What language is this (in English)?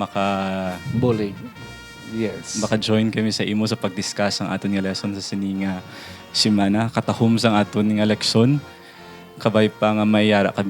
Hiligaynon